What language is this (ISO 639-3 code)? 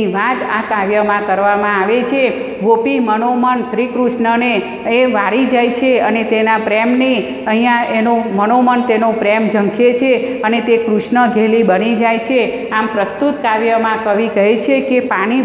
guj